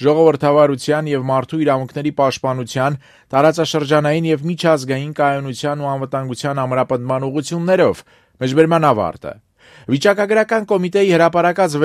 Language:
Armenian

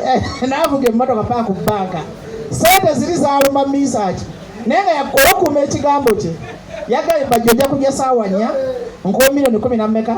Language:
Ganda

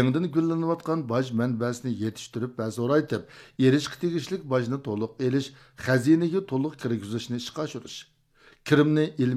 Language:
Uyghur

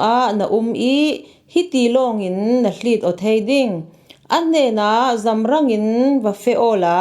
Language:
Falam Chin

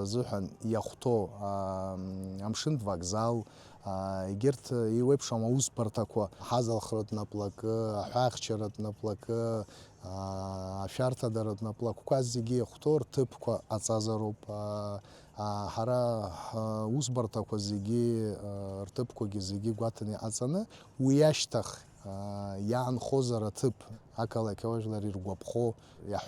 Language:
Abkhazian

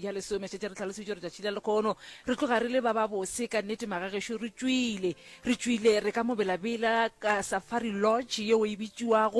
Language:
Northern Sotho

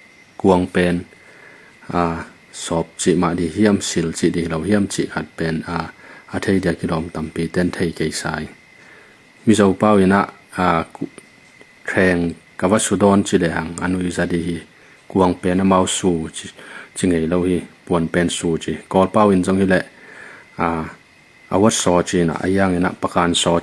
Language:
Tedim Chin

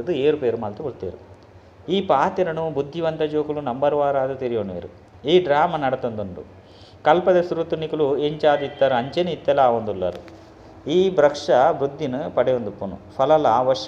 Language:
Tulu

